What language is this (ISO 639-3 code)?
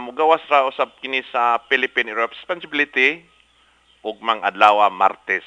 ceb